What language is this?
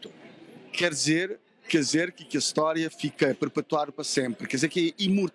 Kabuverdianu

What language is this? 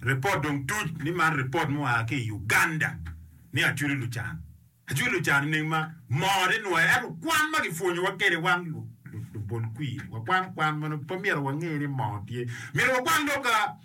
Acoli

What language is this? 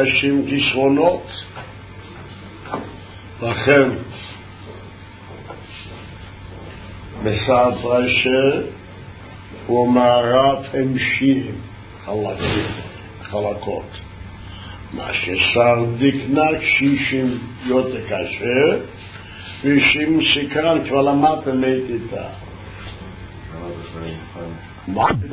Hebrew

